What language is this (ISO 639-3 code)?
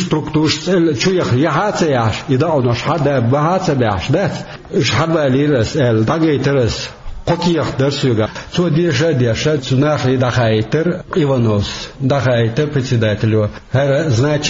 che